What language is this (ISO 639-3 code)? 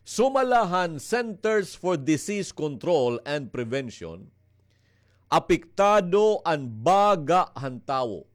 war